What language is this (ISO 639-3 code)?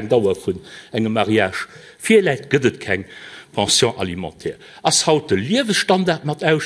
ltz